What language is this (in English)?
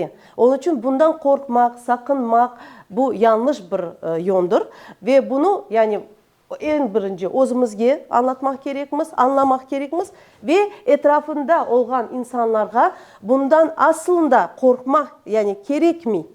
Crimean Tatar